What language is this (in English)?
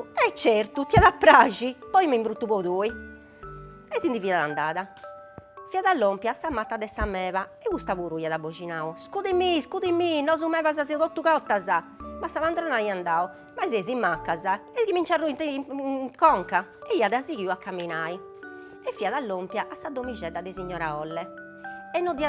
Sardinian